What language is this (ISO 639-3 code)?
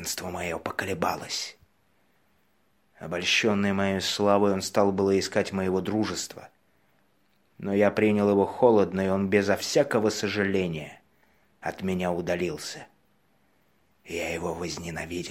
rus